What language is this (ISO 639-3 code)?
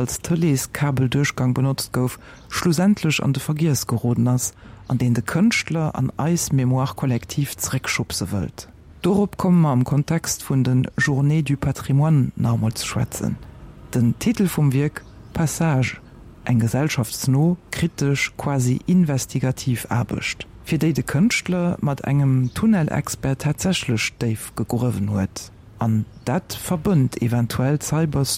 ltz